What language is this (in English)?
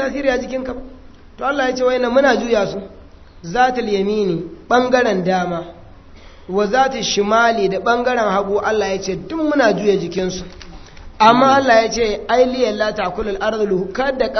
Hausa